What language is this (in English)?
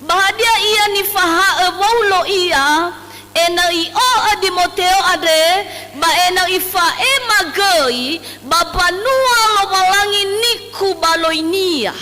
Nias